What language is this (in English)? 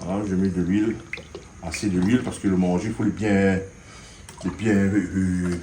Réunion Creole French